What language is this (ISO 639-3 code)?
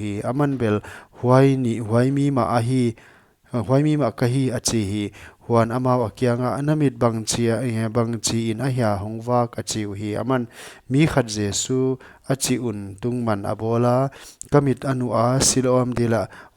pck